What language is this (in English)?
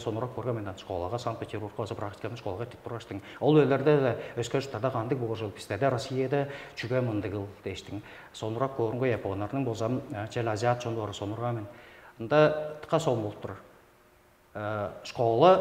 Tuvinian